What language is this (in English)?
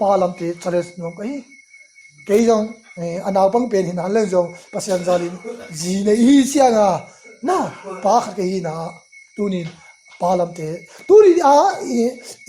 Tedim Chin